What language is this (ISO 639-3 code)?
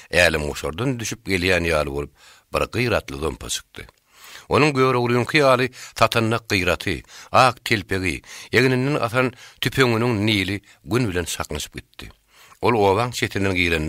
tuk